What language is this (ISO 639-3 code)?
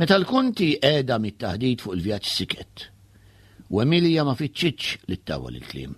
mlt